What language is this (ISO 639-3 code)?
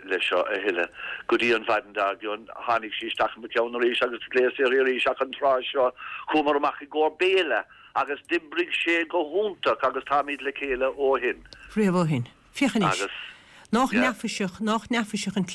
gle